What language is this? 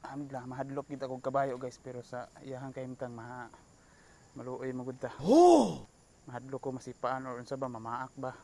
Cebuano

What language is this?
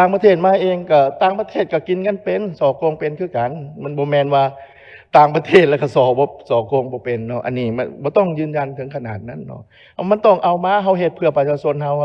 Lao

